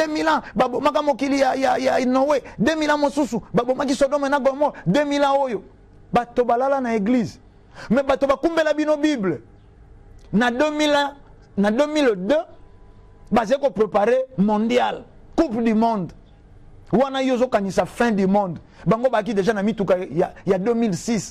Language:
Lingala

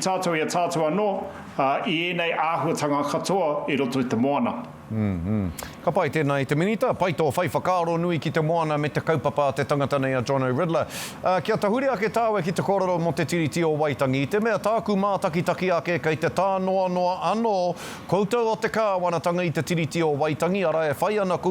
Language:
Māori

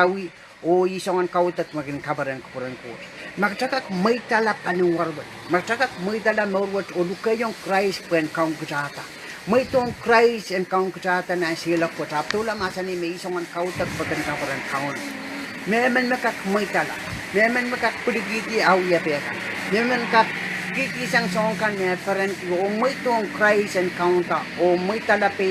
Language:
Pohnpeian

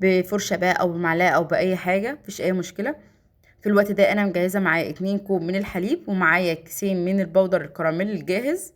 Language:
Egyptian Arabic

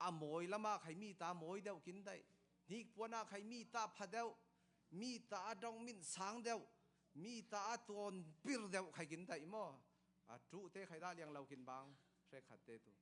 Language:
Falam Chin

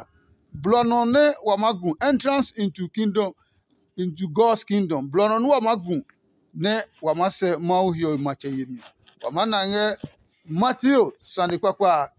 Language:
Adangme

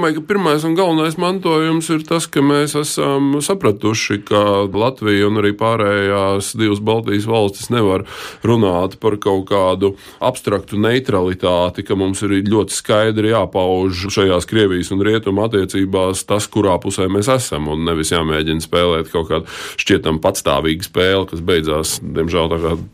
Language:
Latvian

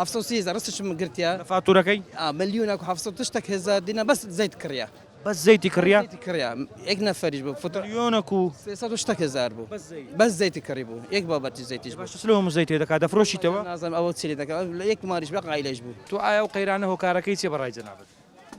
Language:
Central Kurdish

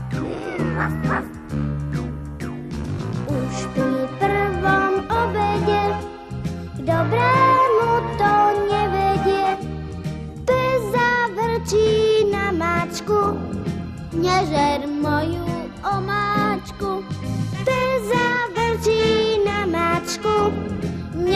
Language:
Slovak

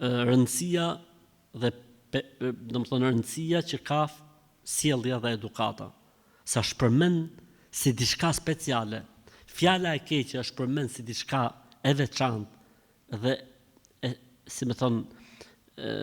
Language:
Albanian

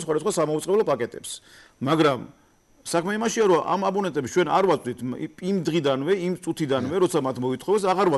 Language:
Georgian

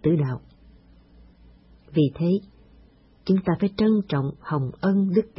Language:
Vietnamese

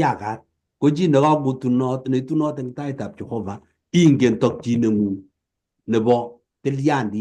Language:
Kalenjin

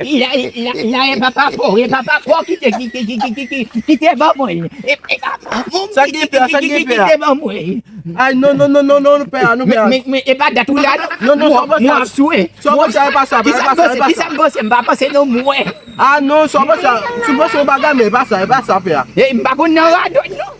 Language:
Haitian Creole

